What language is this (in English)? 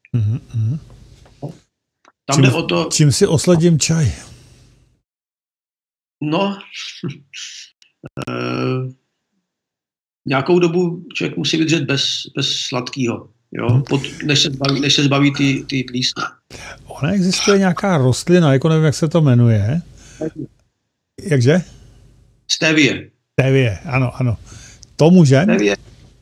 Czech